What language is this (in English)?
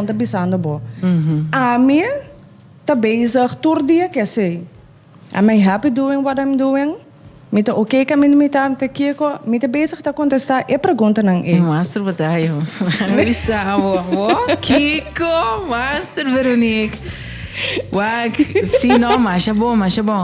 Papiamento